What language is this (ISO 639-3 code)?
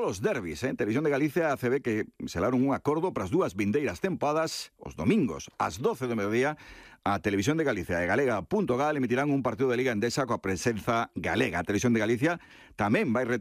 glg